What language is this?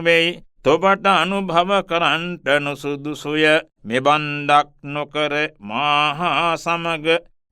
Sinhala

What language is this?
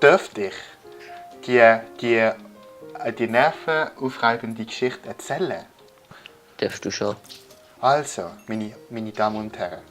Swiss German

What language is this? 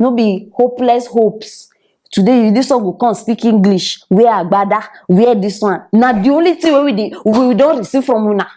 Nigerian Pidgin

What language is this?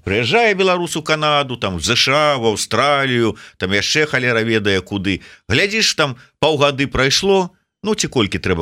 Belarusian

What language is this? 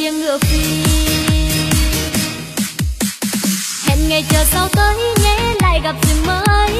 Vietnamese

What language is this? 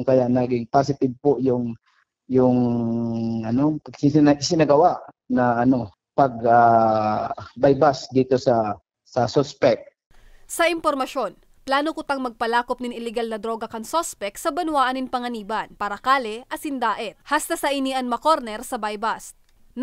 Bikol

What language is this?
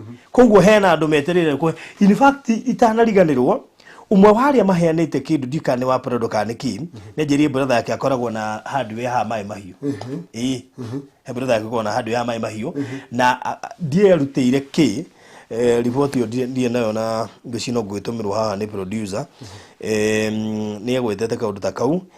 Kikuyu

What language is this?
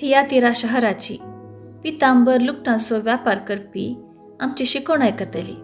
Konkani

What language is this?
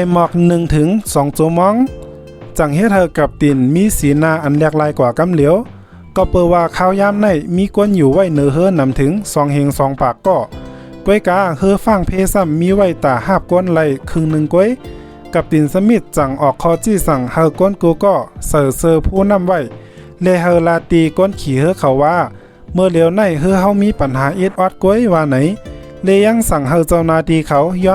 Shan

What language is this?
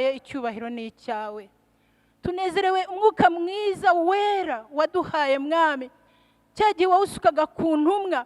Kinyarwanda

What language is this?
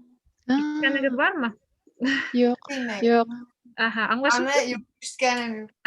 Bashkir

